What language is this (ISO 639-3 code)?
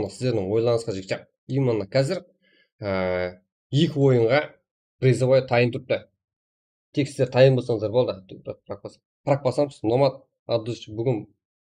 kaa